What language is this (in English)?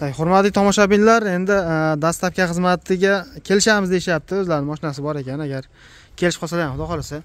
Uzbek